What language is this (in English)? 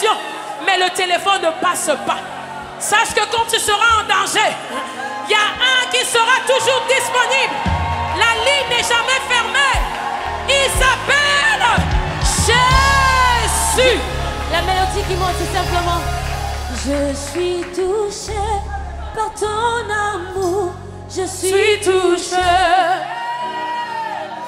French